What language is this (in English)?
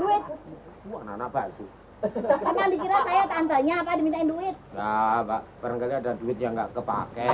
Betawi